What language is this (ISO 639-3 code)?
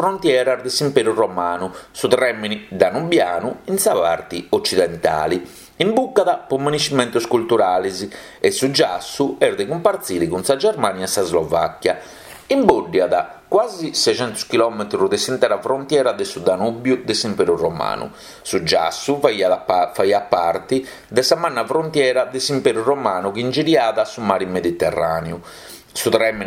srd